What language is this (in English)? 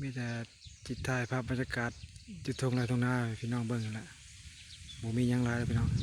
Lao